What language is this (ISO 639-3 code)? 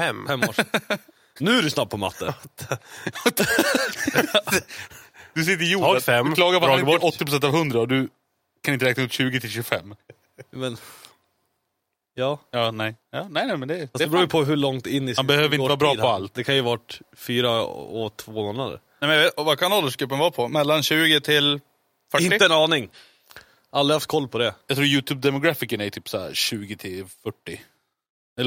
swe